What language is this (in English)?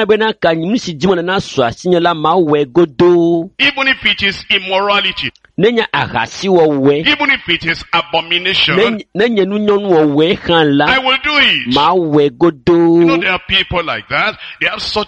Ewe